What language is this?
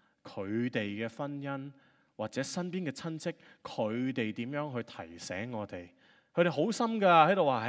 Cantonese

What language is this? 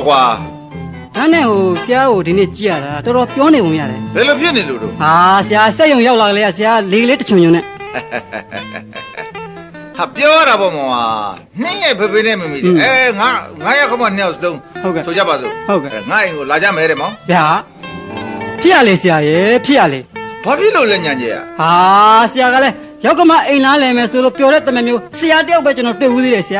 Burmese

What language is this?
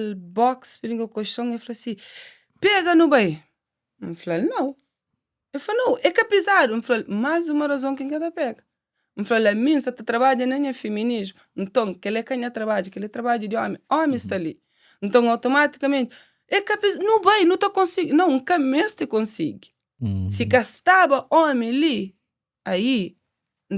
Kabuverdianu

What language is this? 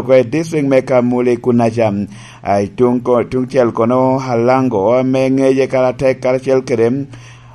Lango (Uganda)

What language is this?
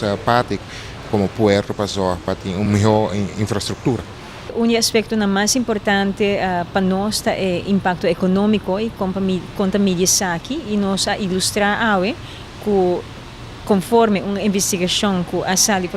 Papiamento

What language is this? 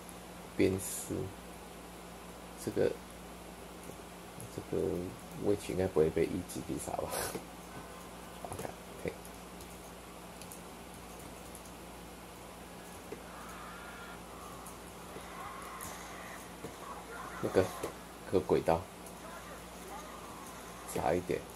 Chinese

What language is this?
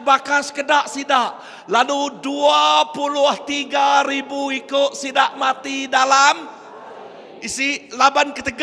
Iban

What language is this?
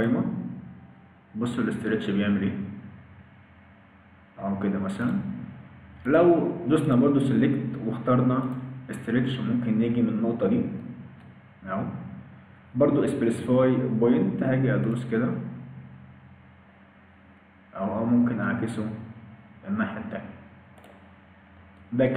Egyptian Arabic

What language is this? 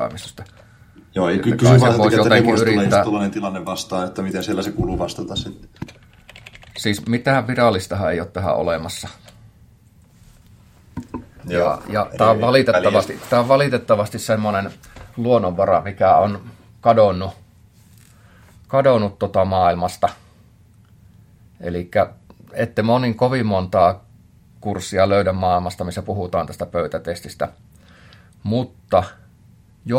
Finnish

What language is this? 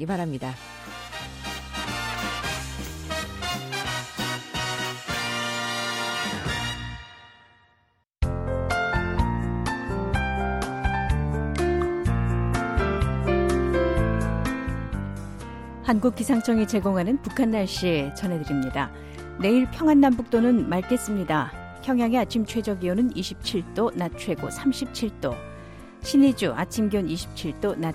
Korean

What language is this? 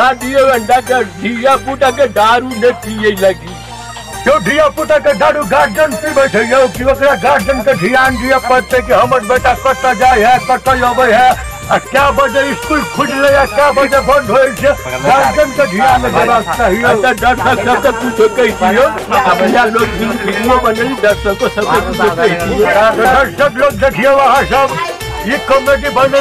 Maithili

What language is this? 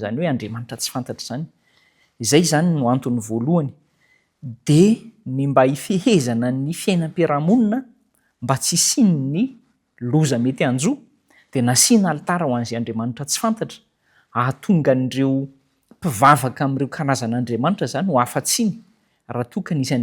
Malagasy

